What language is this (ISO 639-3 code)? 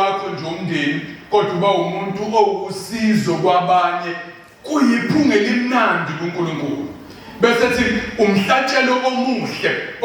zul